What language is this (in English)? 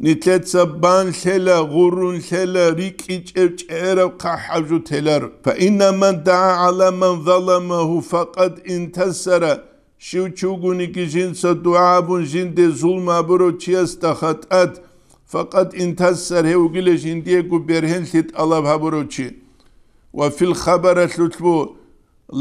Avaric